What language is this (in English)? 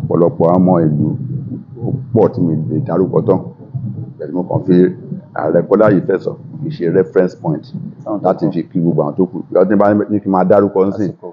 Yoruba